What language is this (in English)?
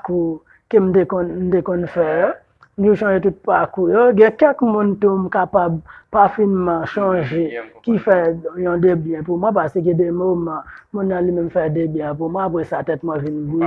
Haitian Creole